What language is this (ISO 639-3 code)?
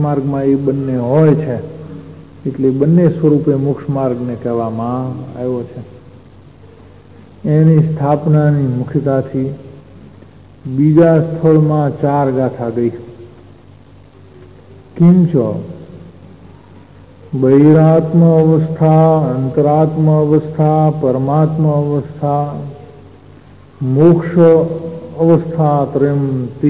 guj